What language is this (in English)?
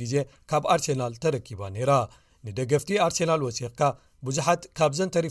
Tigrinya